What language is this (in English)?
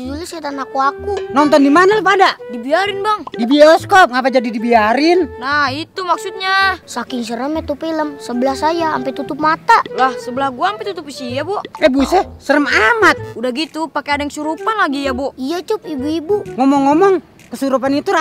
Betawi